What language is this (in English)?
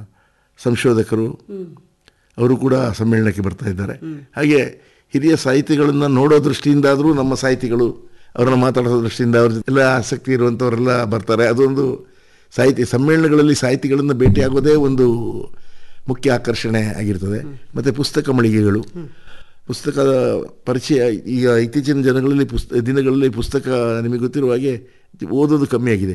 Kannada